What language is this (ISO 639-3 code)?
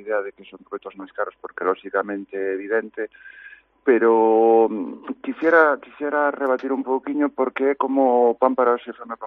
glg